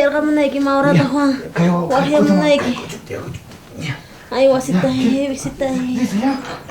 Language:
South Bolivian Quechua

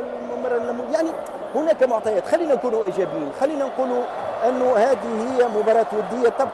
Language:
Tunisian Arabic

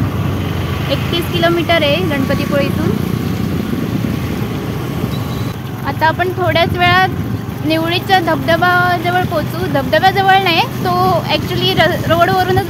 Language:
Marathi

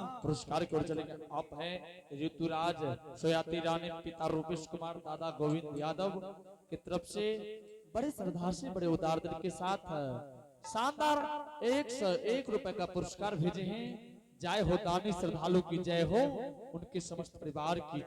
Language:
Angika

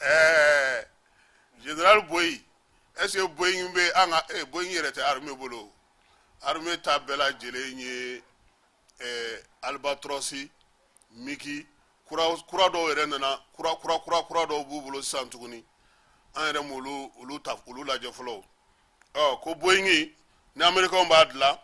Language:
Bambara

